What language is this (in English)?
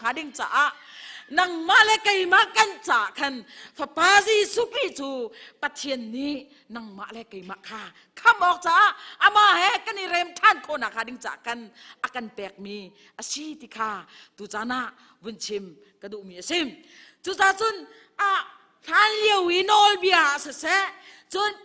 Hakha Chin